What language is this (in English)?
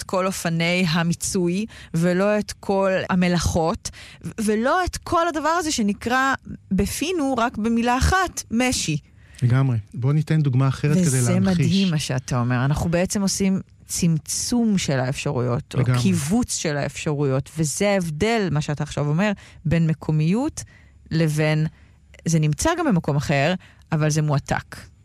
Hebrew